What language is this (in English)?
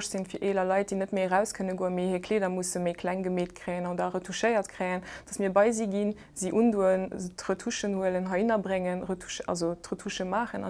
Luxembourgish